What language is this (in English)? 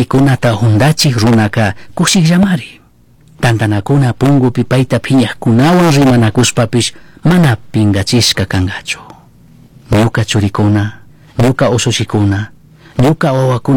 Chimborazo Highland Quichua